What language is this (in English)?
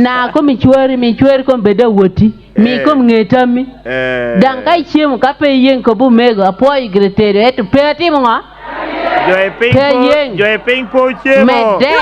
Acoli